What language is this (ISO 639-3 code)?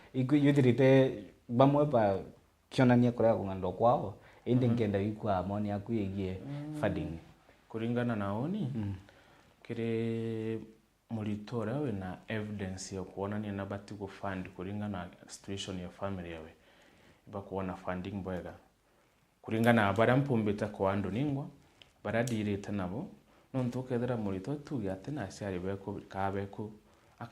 mer